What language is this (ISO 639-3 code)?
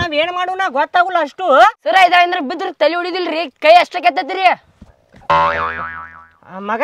kan